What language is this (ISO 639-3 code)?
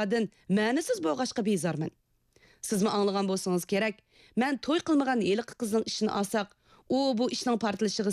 uig